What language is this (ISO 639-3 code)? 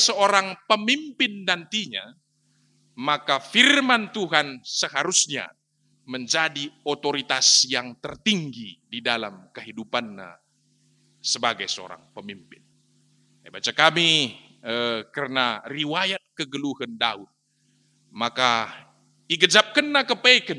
btx